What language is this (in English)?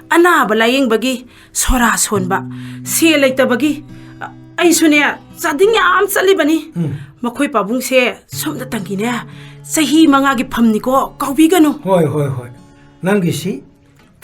Manipuri